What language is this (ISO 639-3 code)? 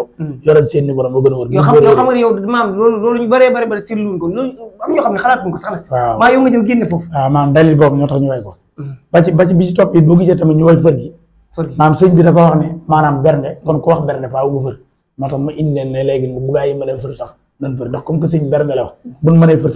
wol